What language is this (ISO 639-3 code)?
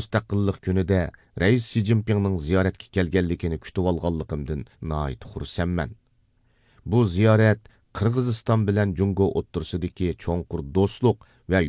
uig